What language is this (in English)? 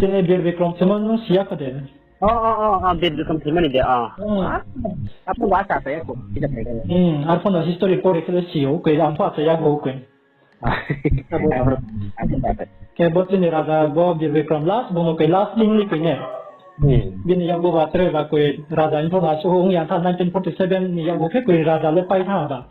Riang (India)